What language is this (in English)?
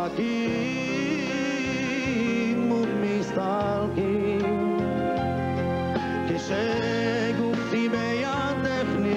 Hebrew